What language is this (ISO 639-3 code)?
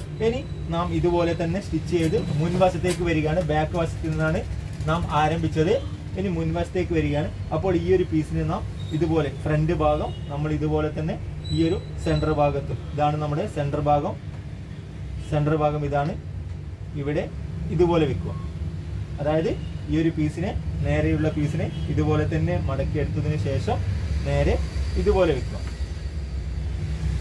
mal